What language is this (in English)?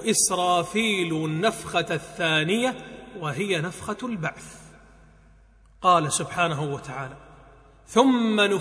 Arabic